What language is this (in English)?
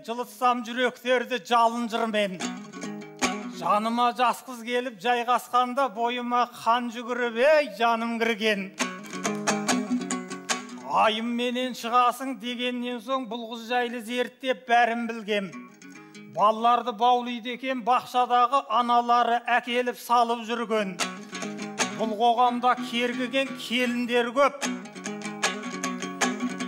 Kazakh